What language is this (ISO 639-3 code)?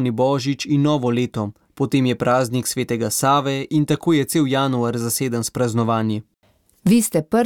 slv